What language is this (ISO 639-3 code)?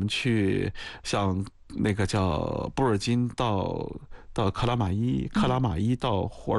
zho